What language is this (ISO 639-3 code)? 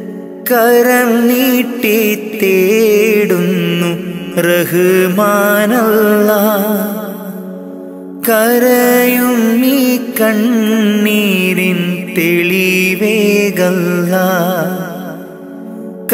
mal